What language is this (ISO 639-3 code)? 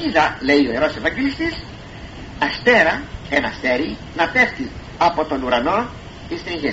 ell